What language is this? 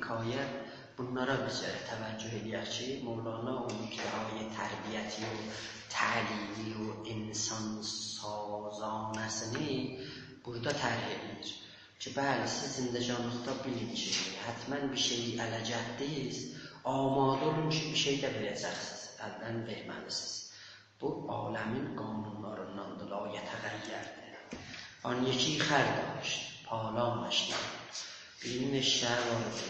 South Azerbaijani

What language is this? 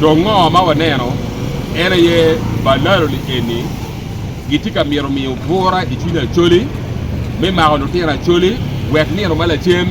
Acoli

